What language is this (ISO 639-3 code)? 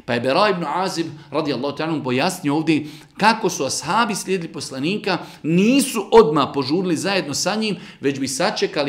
bos